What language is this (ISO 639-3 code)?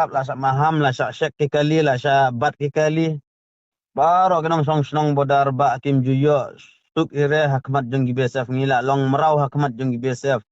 kha